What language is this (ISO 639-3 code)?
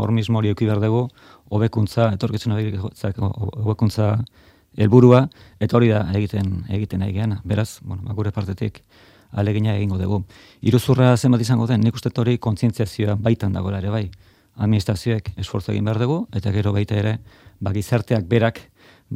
eus